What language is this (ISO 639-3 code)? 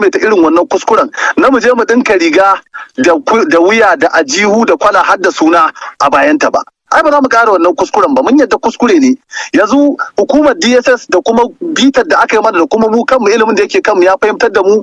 hau